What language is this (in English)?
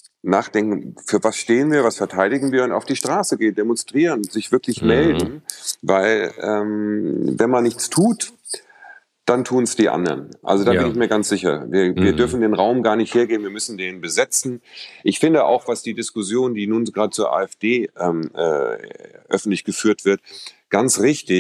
German